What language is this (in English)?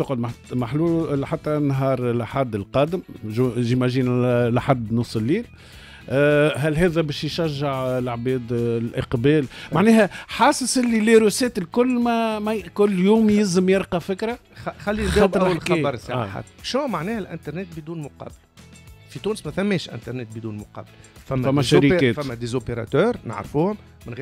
Tunisian Arabic